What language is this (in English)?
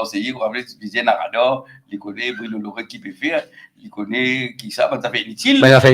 Morisyen